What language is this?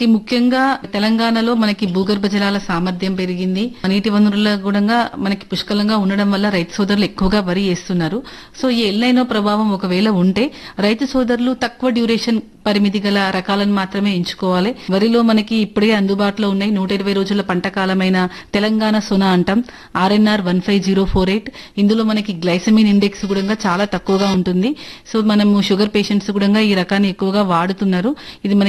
Telugu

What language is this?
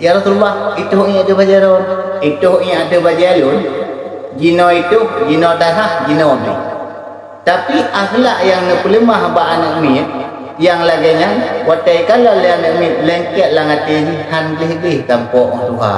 Achinese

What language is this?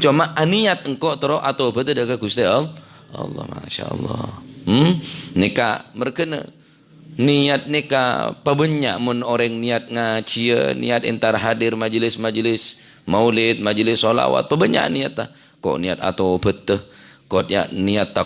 Madurese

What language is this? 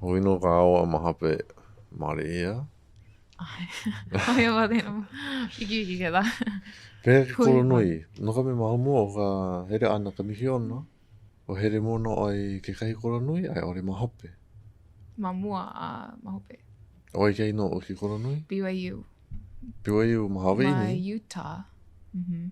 Hawaiian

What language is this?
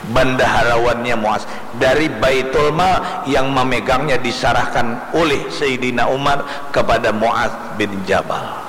Banjar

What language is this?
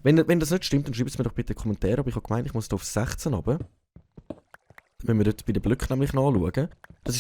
Swiss German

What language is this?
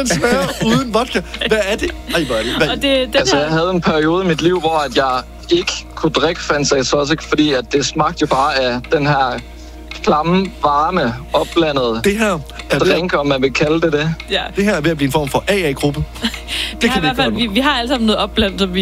Danish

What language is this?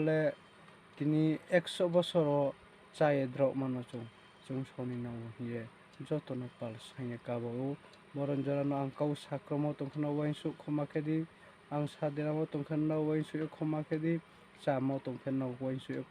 Riang (India)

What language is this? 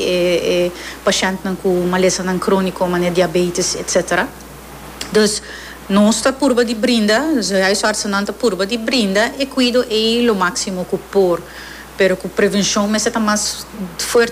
Papiamento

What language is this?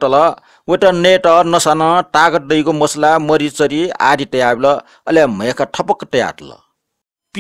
Newari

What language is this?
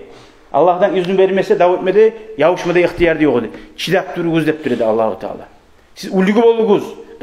Kumyk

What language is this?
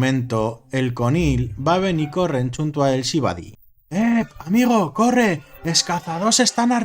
Aragonese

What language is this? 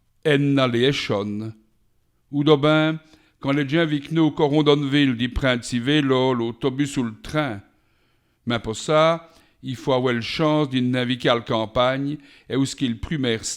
Walloon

